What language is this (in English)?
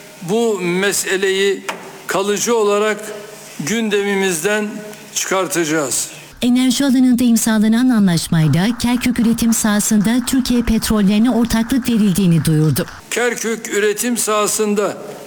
Turkish